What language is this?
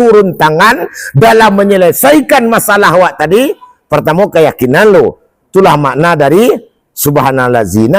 Minangkabau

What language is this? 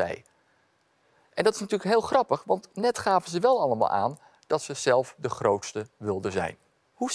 Dutch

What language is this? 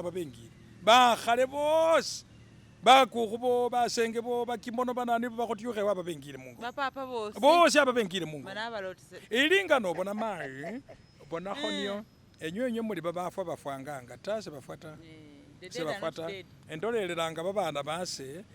Masaaba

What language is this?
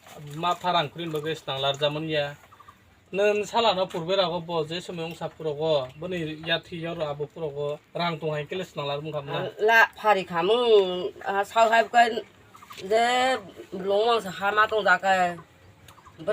Kok Borok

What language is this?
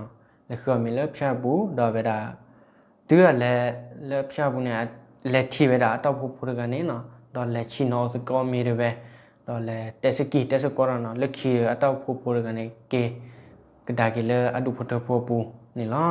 S'gaw Karen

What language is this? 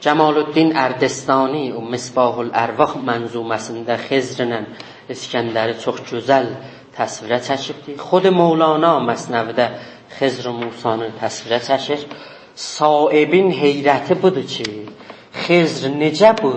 South Azerbaijani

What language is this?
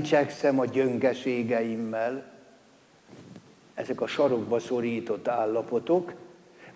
Hungarian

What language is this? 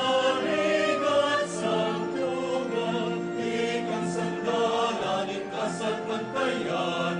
Pampanga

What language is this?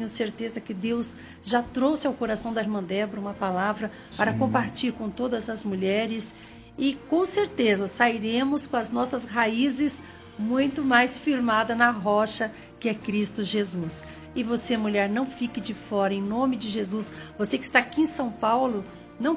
Portuguese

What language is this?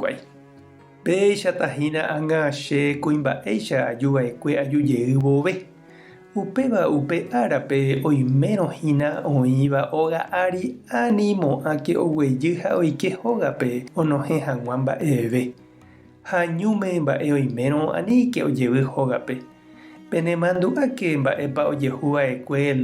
Guarani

